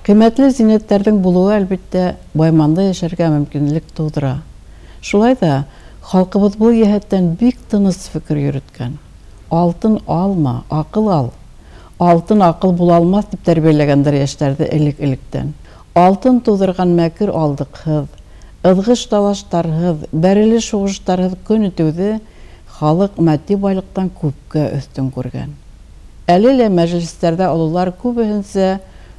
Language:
Bashkir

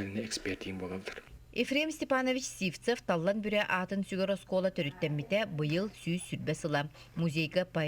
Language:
Yakut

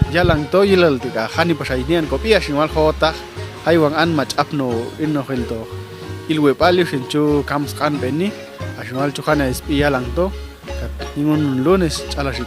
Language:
Popti'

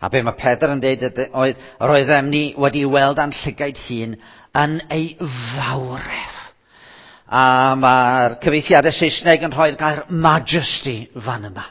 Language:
Welsh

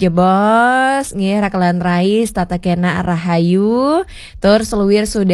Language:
Balinese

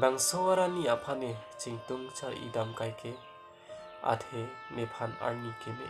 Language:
Karbi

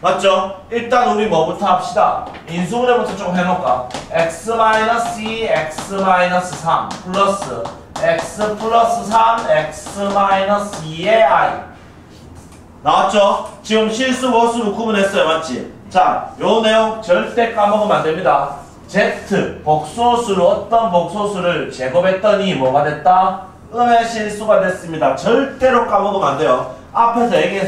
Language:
Korean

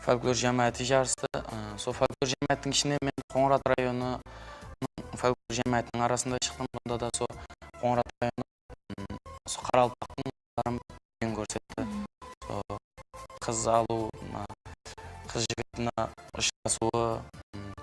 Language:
Kara-Kalpak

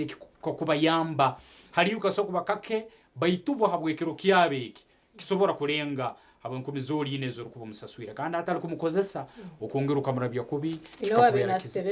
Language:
Nyankole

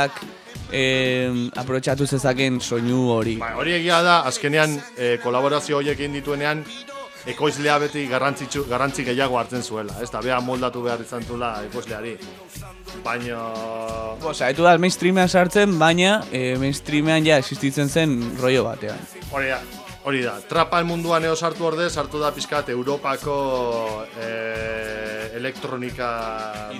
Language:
Basque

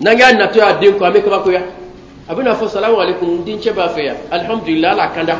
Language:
Bambara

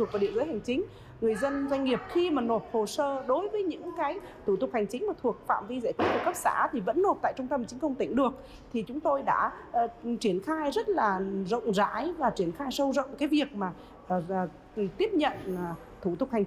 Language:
Vietnamese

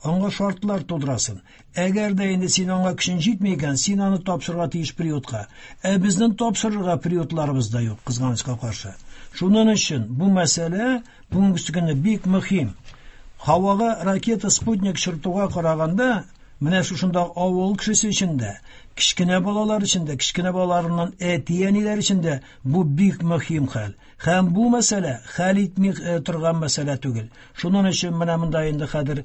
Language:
Tatar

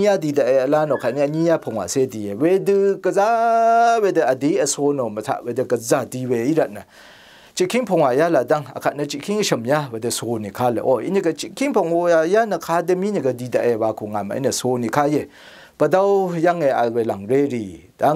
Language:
Rawang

